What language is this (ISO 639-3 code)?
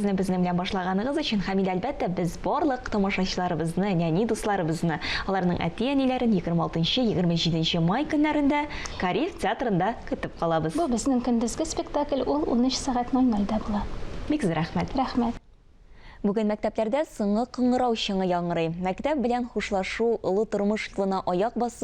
tat